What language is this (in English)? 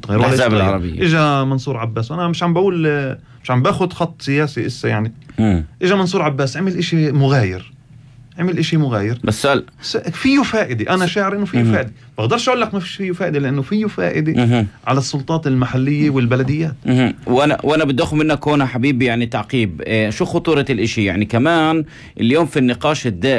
North Levantine Arabic